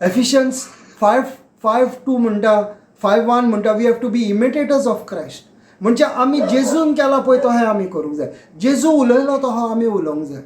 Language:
Konkani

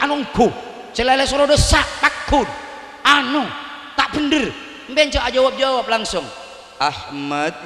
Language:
Madurese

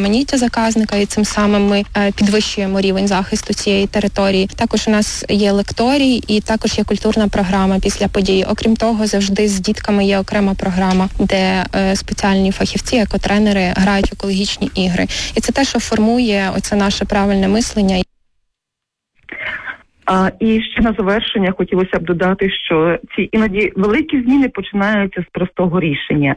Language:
Ukrainian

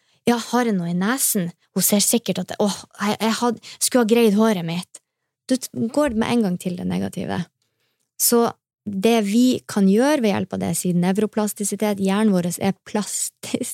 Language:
Norwegian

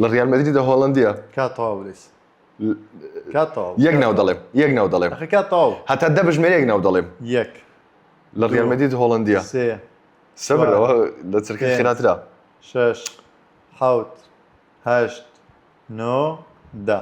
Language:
Central Kurdish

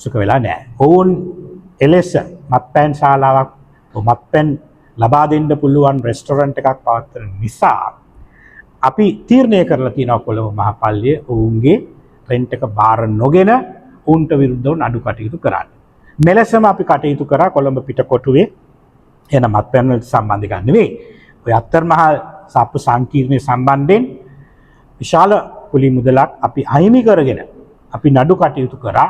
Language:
Sinhala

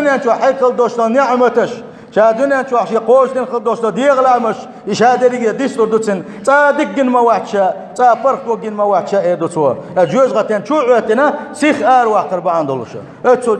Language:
Chechen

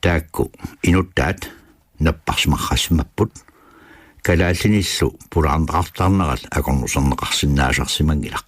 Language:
Kalaallisut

